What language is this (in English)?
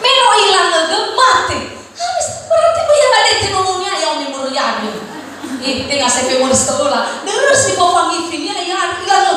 Nias